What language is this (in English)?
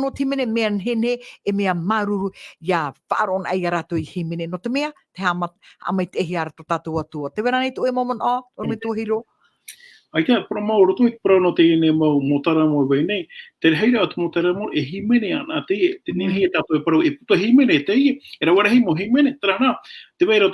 Tahitian